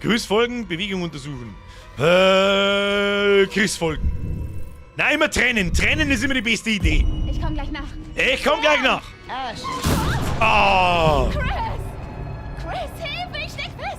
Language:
Bavarian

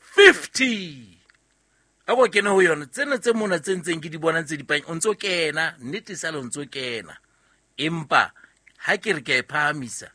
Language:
Southern Sotho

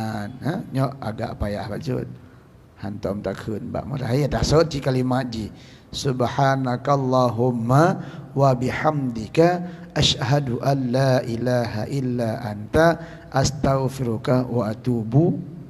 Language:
Achinese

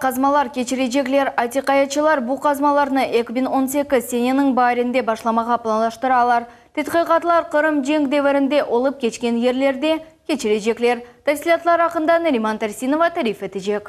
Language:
Crimean Tatar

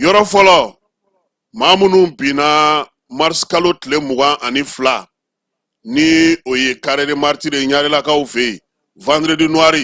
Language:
Bambara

